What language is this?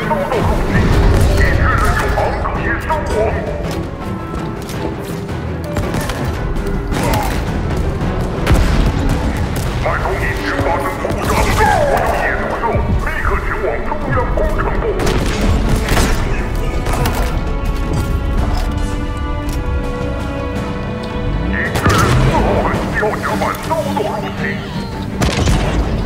Chinese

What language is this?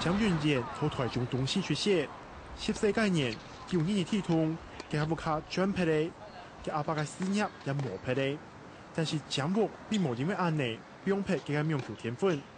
Hakka Chinese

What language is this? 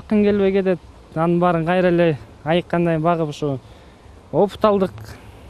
Kyrgyz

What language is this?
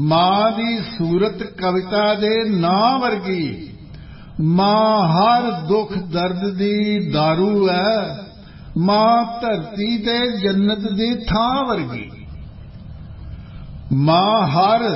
Punjabi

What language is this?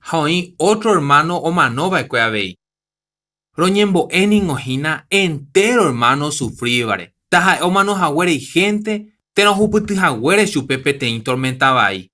Guarani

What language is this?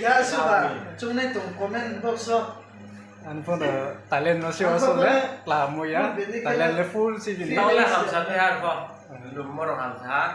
Riang (India)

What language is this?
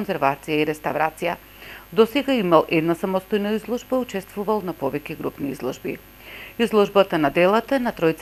Macedonian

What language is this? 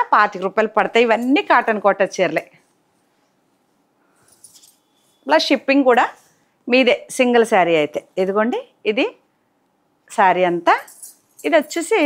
Telugu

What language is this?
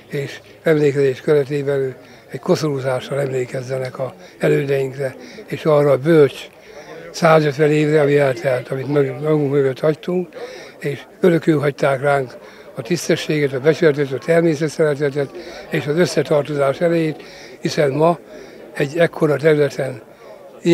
Hungarian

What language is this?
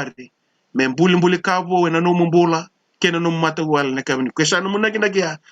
Fijian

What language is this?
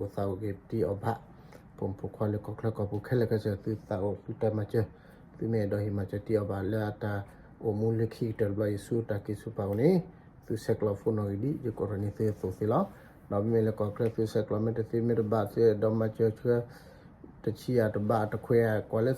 S'gaw Karen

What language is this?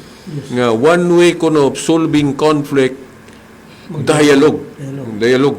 Cebuano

